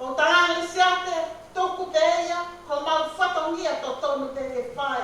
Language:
Tongan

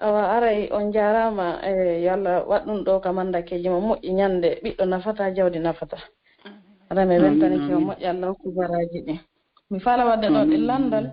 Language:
Fula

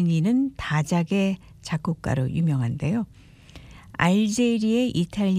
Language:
Korean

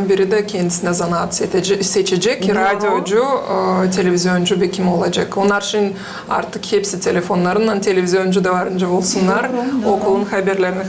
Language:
Gagauz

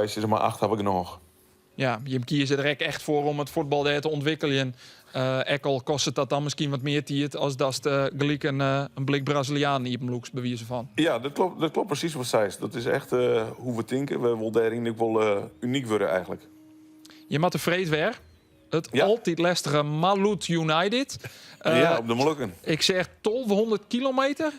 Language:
Western Frisian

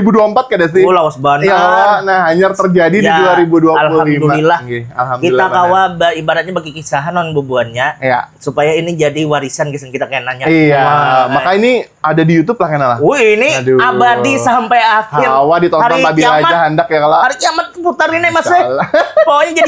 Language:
Banjar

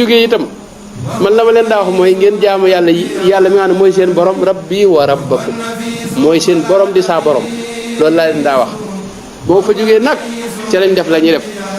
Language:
Wolof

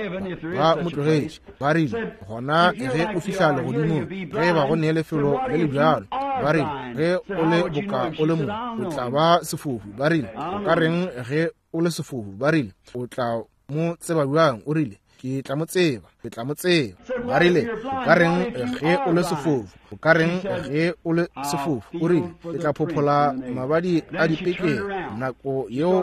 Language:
Northern Sotho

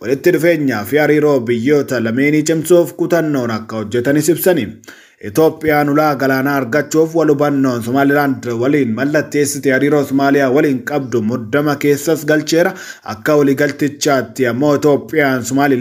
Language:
Oromo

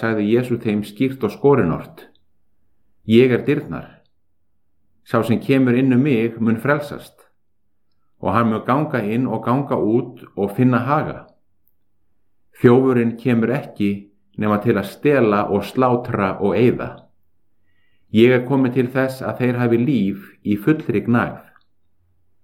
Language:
Icelandic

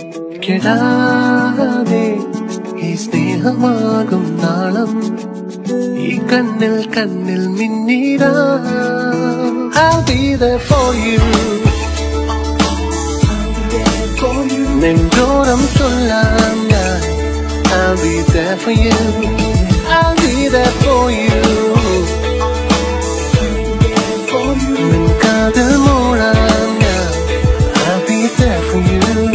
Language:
Malayalam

